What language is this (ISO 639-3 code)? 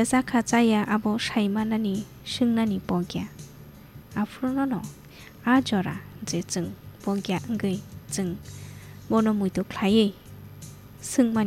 trp